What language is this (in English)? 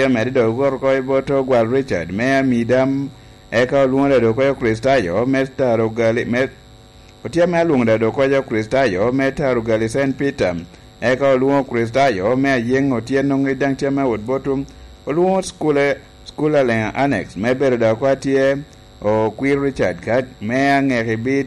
Lango (Uganda)